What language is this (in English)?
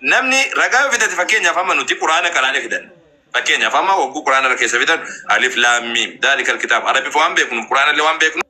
Oromo